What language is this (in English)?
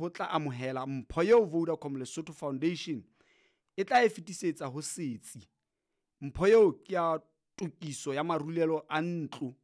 Southern Sotho